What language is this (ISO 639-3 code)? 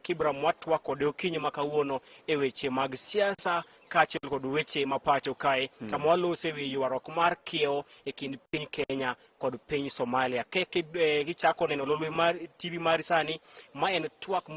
luo